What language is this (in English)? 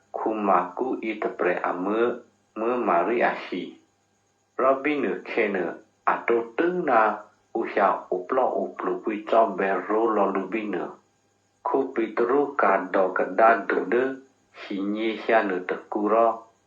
Eastern Kayah